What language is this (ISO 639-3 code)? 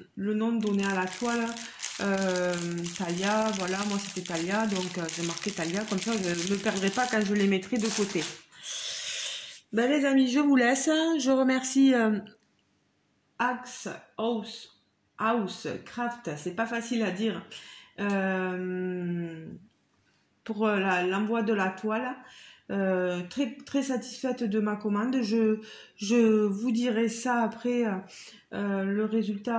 fra